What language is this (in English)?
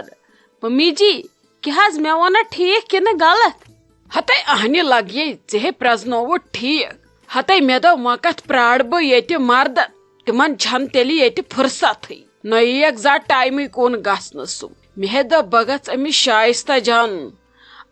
Kashmiri